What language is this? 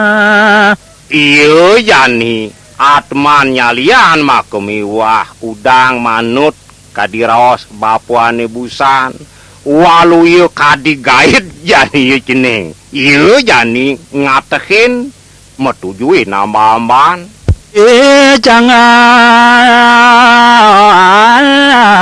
Balinese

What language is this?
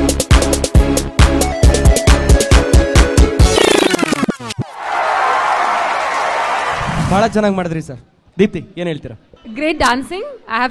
Kannada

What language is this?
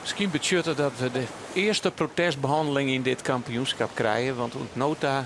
Western Frisian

